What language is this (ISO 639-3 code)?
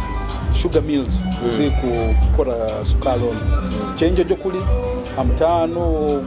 nyo